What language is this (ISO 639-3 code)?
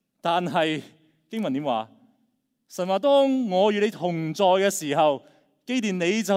yue